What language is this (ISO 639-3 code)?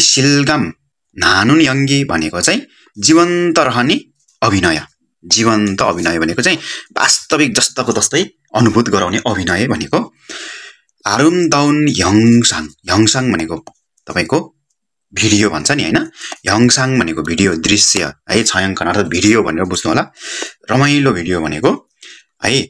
nep